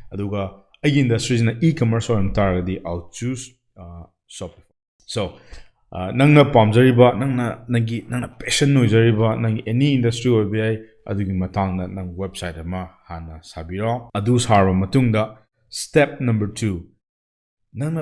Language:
Manipuri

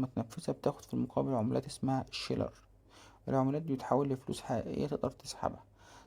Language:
Egyptian Arabic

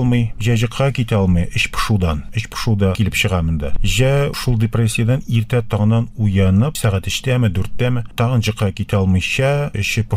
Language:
Tatar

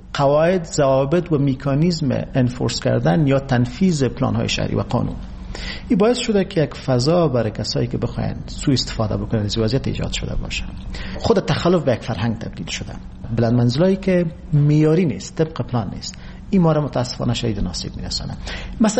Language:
Persian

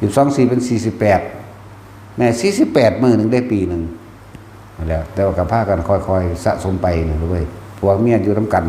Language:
Northeastern Thai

